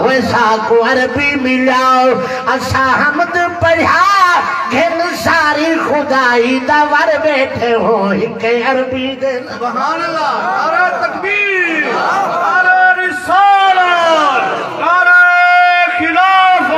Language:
Saraiki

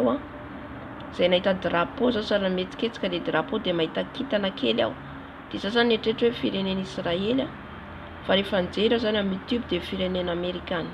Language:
Malagasy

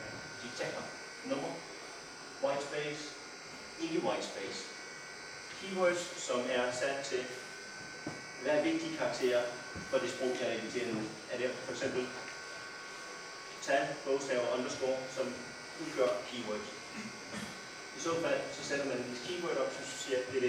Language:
Danish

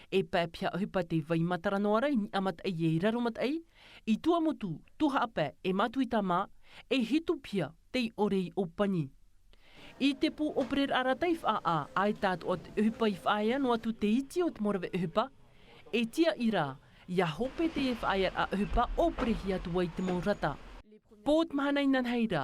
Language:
Tahitian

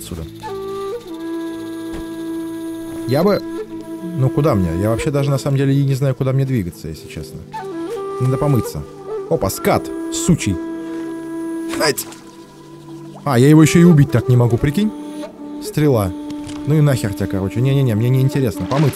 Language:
Russian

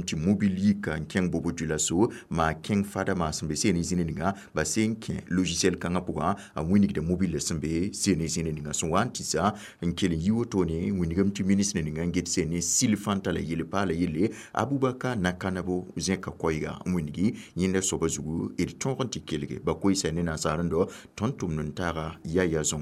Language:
Mossi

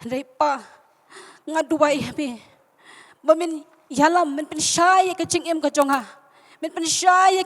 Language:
Khasi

